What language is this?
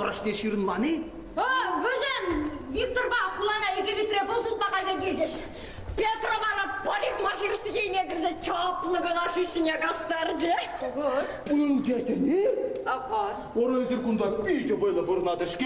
Chuvash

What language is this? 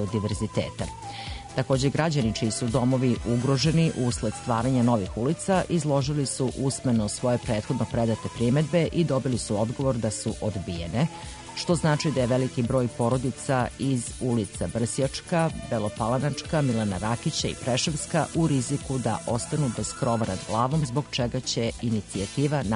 Serbian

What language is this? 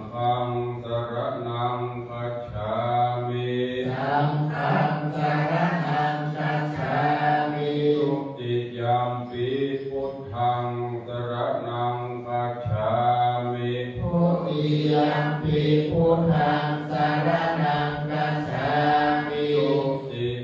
Pali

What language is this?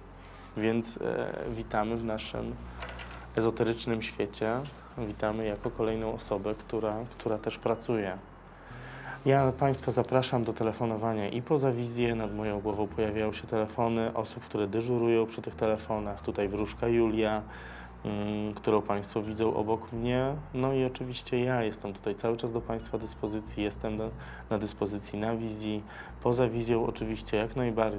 Polish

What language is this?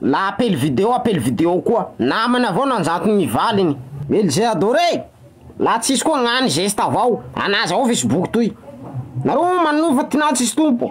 Malagasy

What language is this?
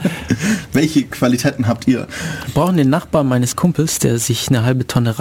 German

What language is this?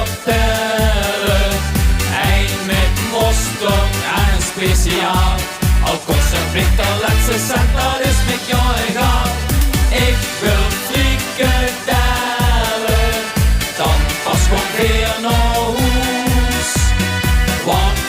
Limburgish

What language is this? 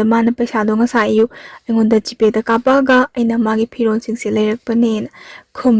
Manipuri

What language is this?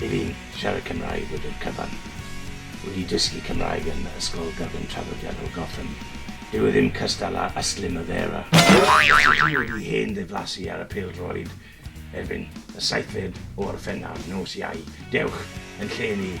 Welsh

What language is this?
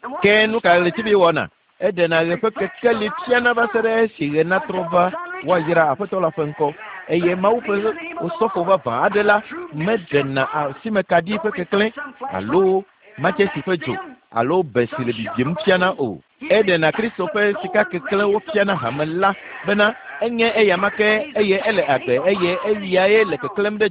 Ewe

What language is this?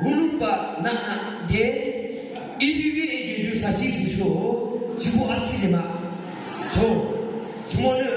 Yimchungru Naga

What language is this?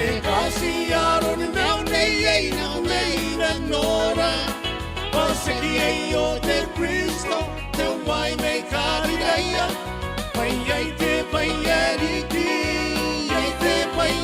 Gilbertese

